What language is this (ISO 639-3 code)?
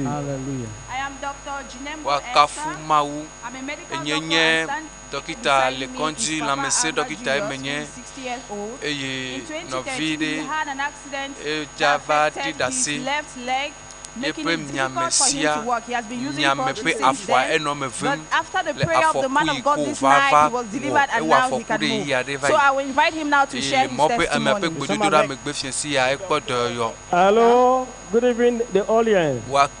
ewe